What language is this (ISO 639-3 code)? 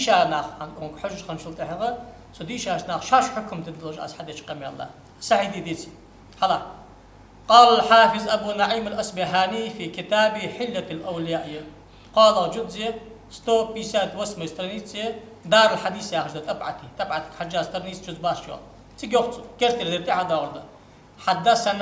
inh